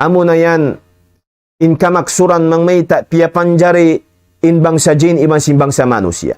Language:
Tausug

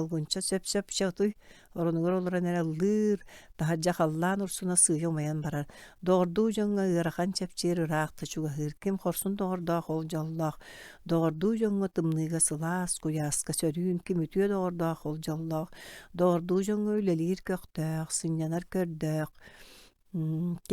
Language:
Yakut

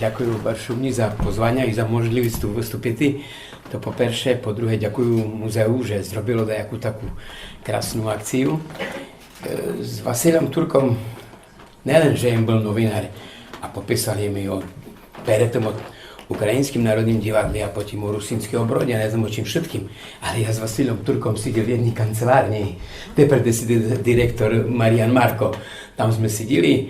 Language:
Rusyn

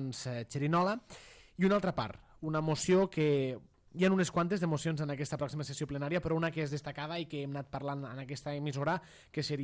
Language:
Catalan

